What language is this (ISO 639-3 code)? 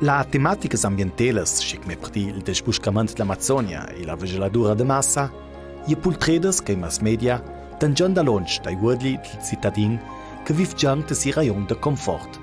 lld